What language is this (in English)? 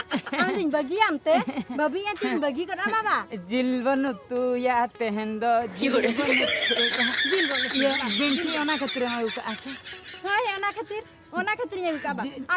Santali